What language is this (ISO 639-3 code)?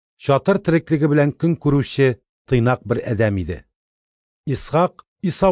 tat